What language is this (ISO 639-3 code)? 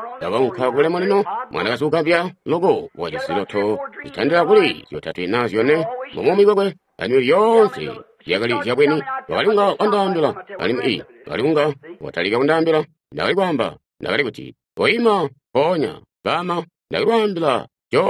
toi